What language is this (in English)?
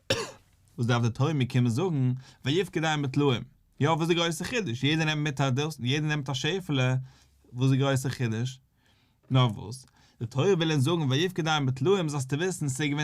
Yiddish